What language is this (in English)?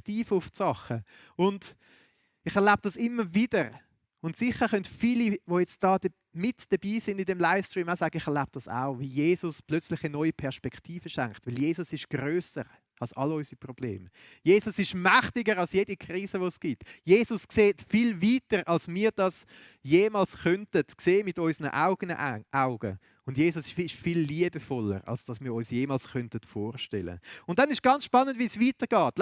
Swiss German